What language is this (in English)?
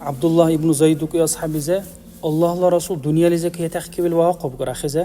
Dargwa